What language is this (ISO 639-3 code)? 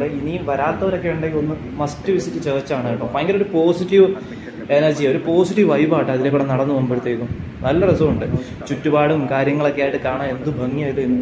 mal